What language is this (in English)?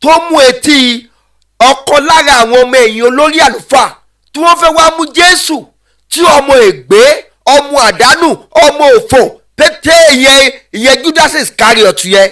Yoruba